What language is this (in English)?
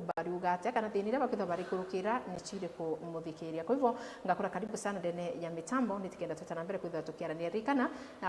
Meru